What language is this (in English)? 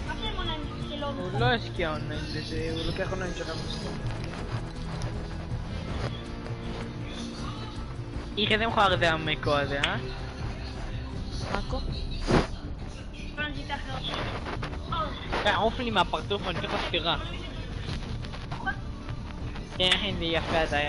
Hebrew